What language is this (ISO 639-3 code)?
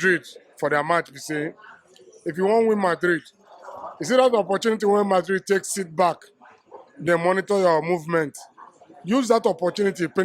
pcm